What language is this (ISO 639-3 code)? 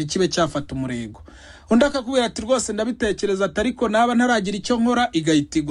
kin